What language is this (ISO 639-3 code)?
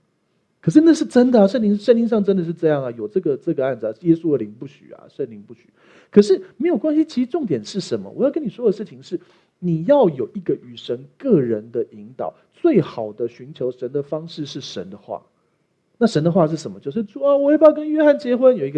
zho